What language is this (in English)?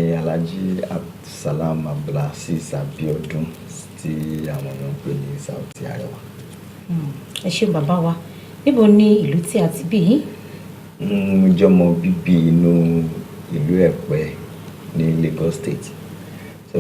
Yoruba